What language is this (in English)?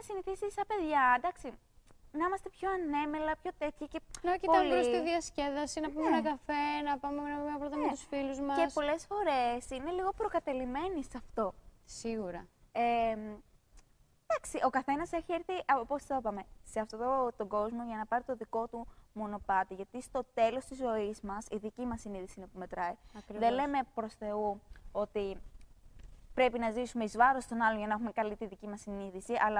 Greek